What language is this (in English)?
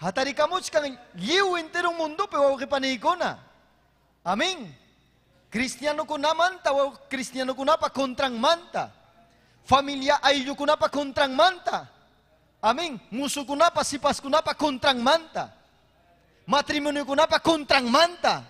Ayacucho Quechua